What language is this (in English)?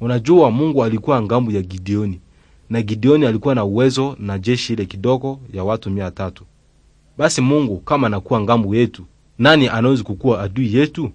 Swahili